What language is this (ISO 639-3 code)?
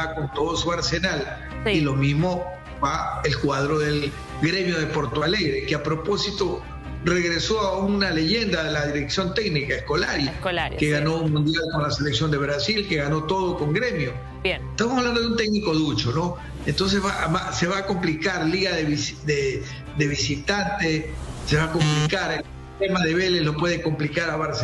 spa